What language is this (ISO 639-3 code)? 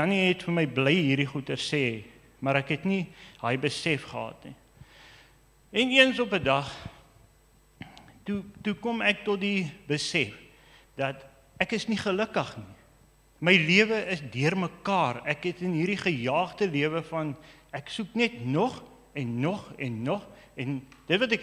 afr